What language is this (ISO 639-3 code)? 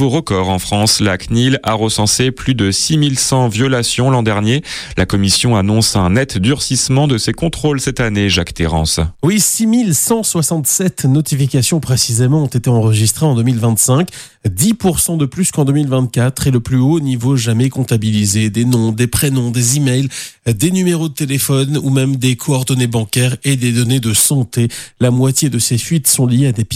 fra